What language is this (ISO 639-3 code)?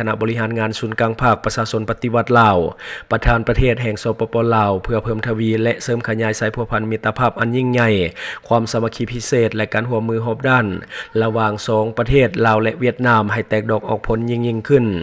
lao